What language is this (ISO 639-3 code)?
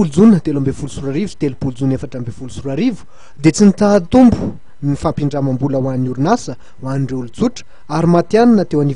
mlg